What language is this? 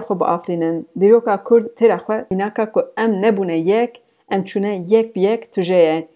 Kurdish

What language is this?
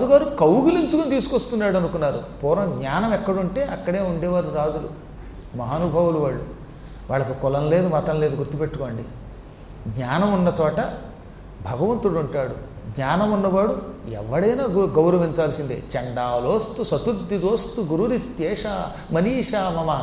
Telugu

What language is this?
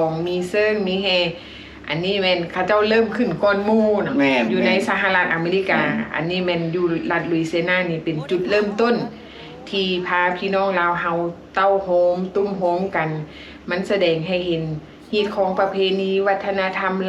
Lao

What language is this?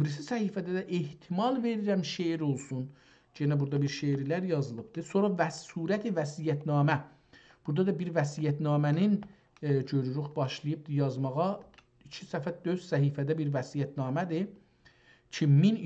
South Azerbaijani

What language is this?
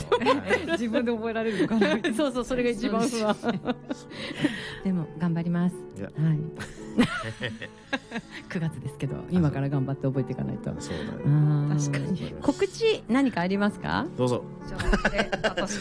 Japanese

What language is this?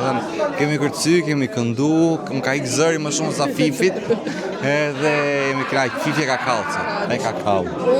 Albanian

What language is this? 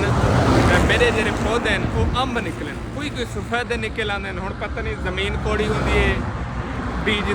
Saraiki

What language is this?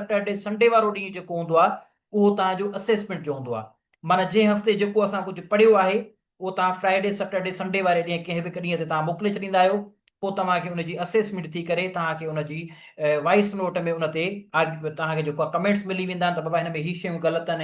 Sindhi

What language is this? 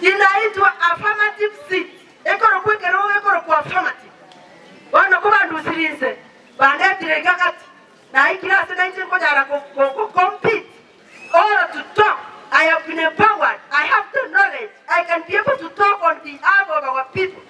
Gusii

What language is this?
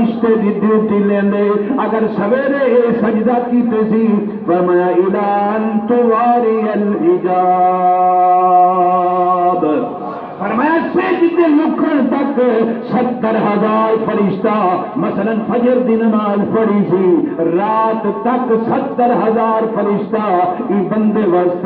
Saraiki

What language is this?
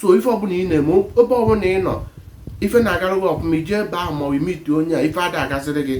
Igbo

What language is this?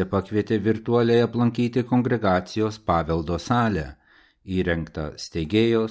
Lithuanian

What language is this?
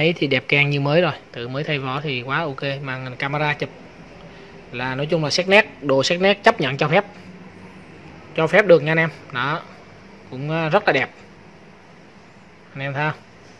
Vietnamese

